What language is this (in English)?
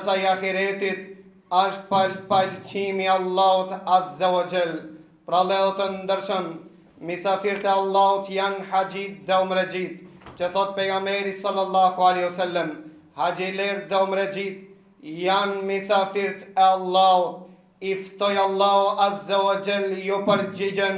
Albanian